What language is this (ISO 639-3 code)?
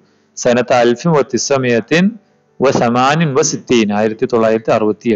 mal